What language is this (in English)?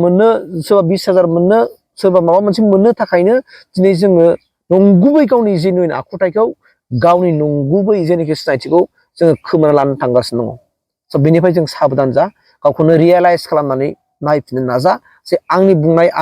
Bodo